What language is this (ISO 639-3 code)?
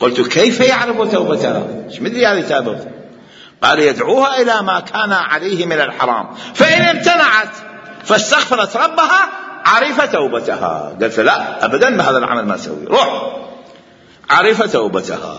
acm